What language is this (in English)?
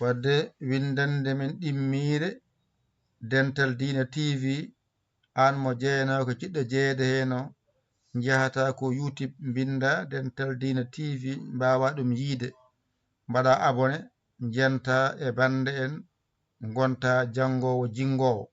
Fula